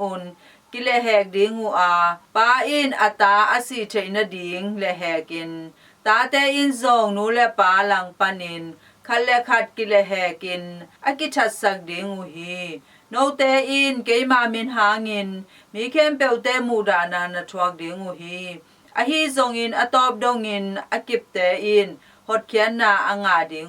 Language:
Tedim Chin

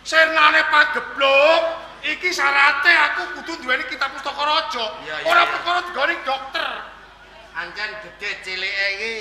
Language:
Javanese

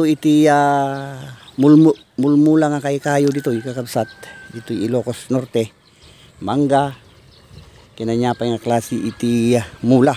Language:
Iloko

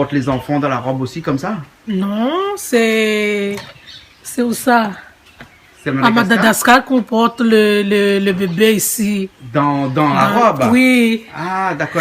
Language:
Réunion Creole French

